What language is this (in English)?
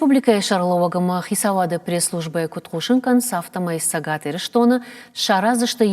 Ossetic